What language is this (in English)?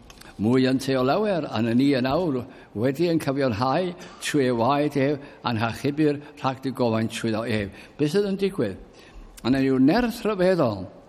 Welsh